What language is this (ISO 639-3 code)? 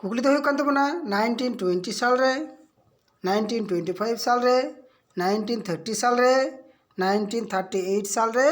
sat